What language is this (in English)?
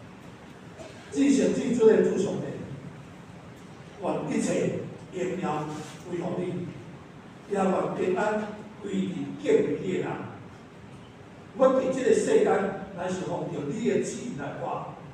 Min Nan Chinese